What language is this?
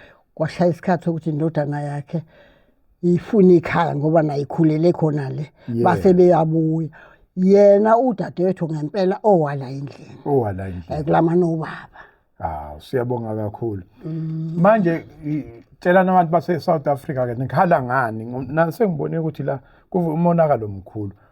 Zulu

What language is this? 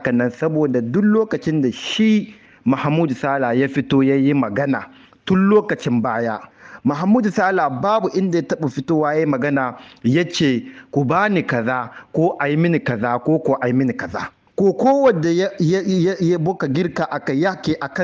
Hausa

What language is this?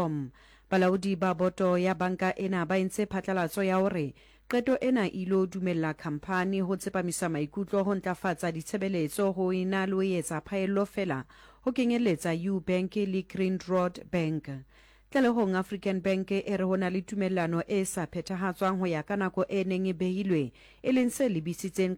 Southern Sotho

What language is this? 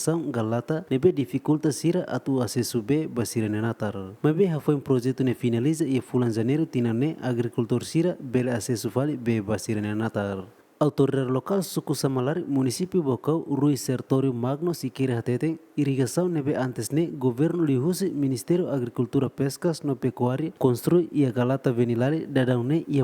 Tetum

